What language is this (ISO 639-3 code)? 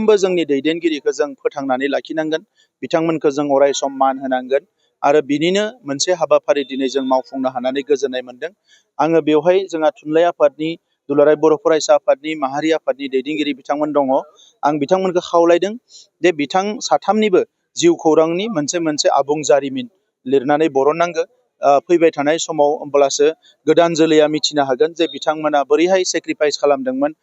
brx